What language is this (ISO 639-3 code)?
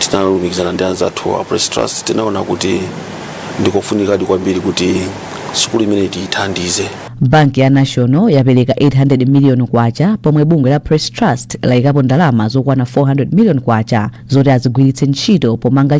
nya